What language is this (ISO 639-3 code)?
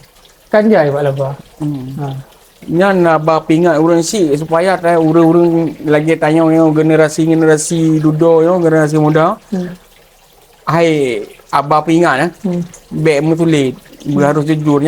ace